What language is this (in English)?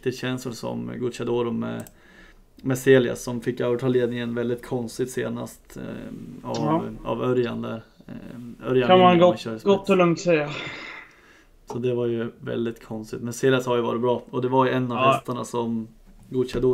Swedish